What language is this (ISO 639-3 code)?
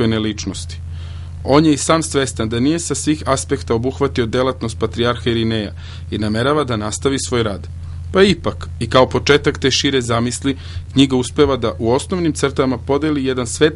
srp